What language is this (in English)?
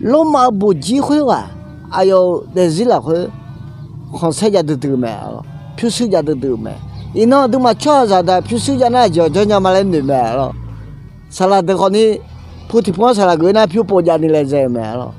Akha